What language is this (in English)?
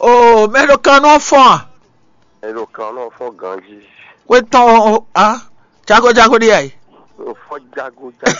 Fon